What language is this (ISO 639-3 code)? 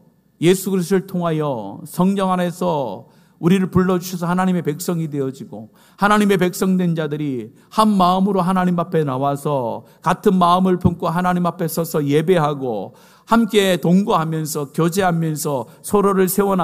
kor